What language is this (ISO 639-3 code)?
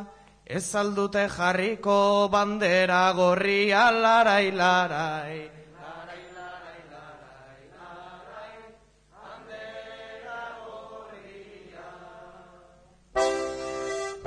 eus